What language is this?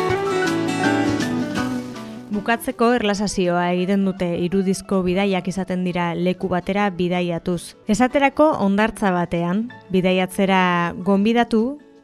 Basque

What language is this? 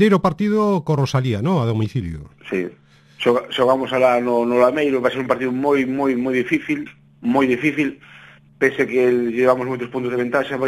Galician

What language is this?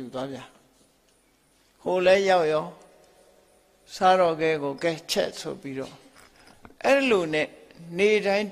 Burmese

